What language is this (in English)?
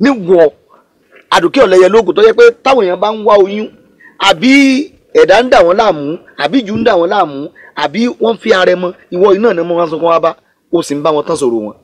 Yoruba